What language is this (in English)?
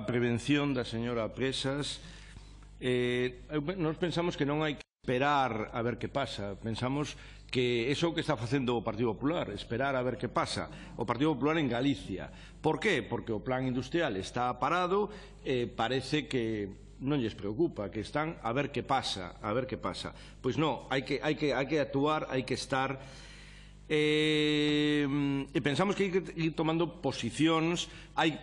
Galician